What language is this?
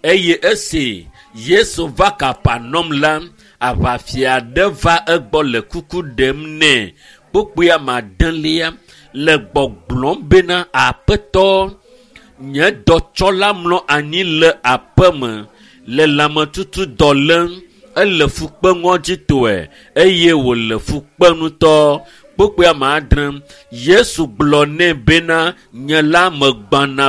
Ewe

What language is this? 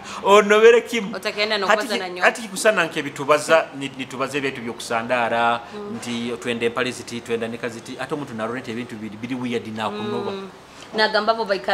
Nyoro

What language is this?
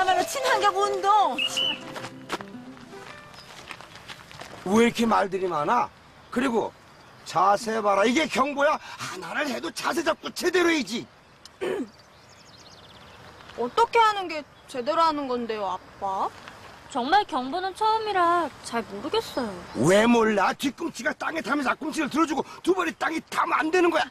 Korean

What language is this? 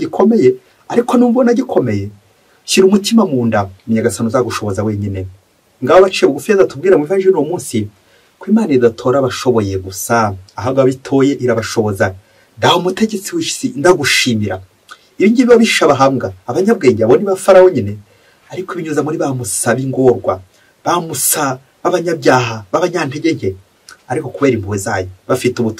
Kinyarwanda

